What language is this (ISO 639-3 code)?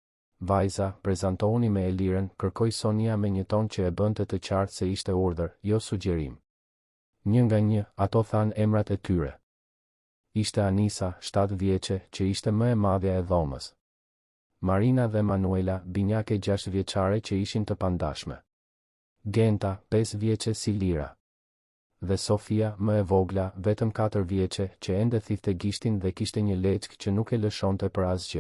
sqi